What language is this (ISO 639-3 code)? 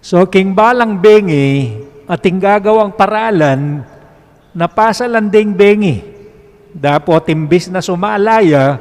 pam